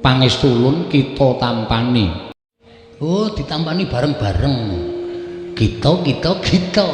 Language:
Javanese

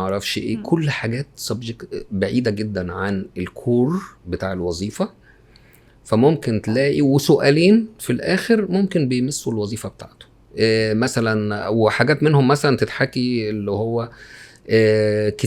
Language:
Egyptian Arabic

